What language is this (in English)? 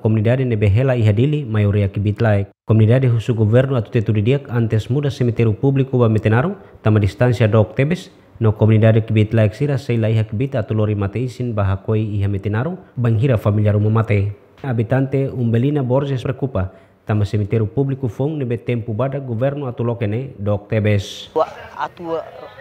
Tetum